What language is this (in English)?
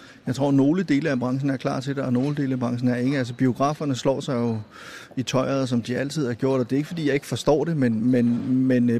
Danish